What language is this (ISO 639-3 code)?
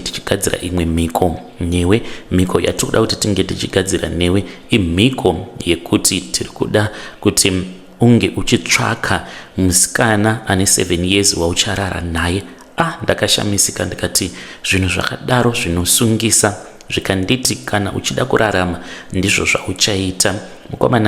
sna